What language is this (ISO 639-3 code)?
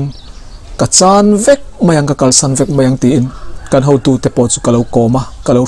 lus